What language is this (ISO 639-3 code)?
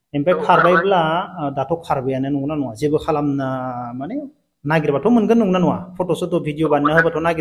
brx